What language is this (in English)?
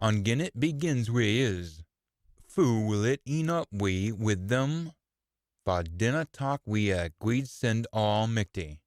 Scots